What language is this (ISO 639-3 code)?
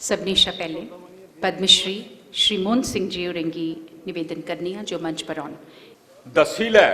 doi